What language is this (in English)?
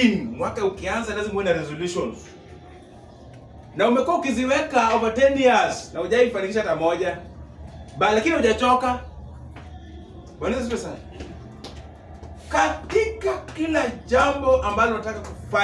Swahili